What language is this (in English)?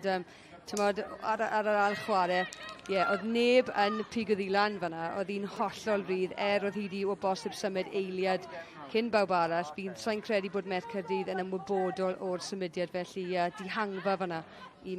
Welsh